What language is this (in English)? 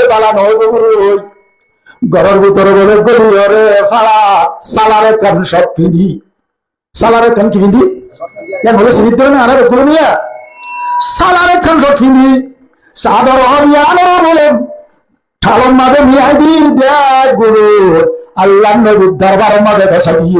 Rohingya